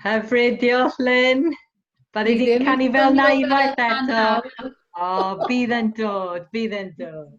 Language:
Welsh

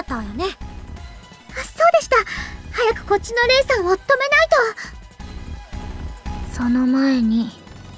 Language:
Japanese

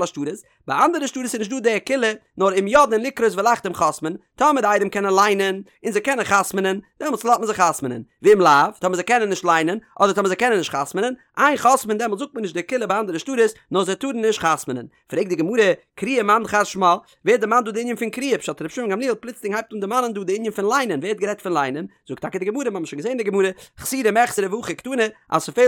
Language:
Yiddish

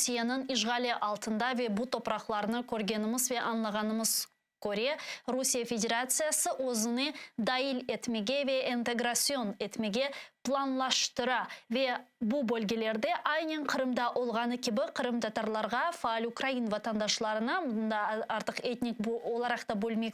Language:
Crimean Tatar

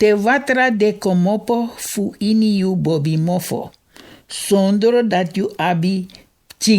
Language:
Sranan Tongo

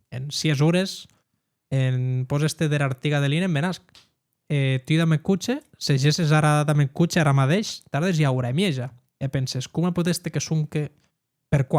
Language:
Occitan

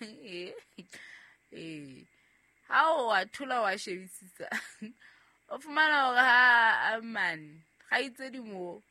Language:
Southern Sotho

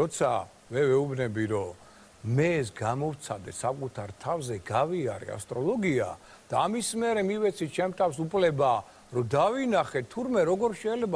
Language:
Georgian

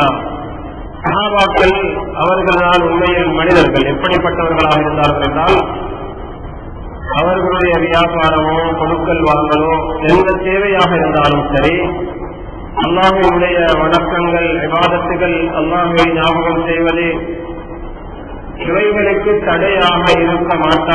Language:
Tamil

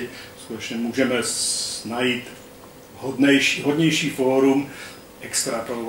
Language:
Czech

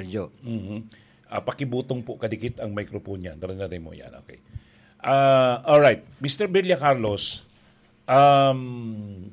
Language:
Bikol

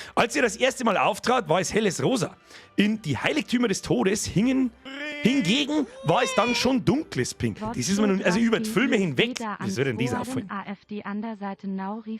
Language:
Bavarian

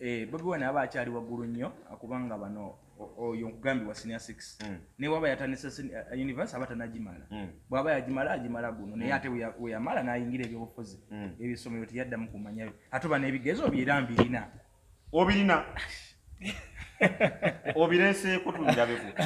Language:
Ganda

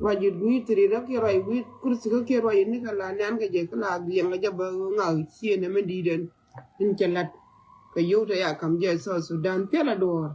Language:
Nuer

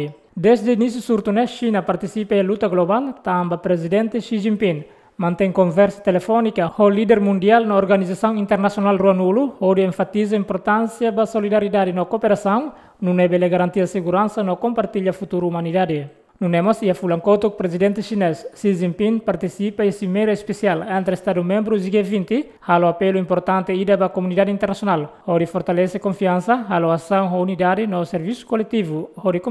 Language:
Tetum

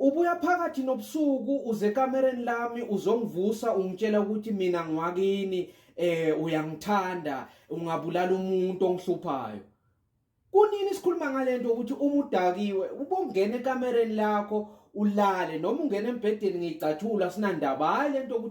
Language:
Zulu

